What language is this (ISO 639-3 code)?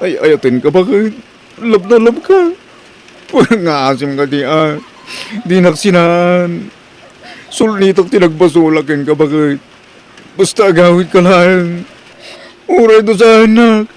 ilo